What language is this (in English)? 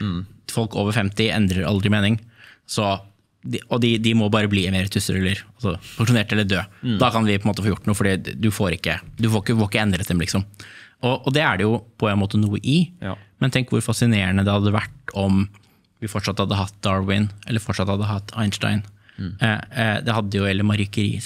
Norwegian